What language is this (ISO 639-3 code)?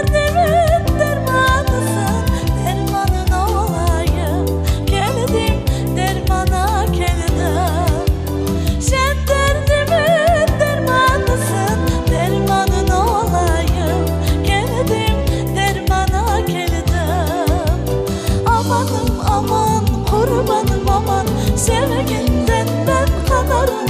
crh